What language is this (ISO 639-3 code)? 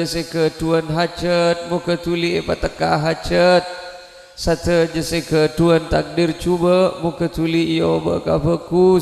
mad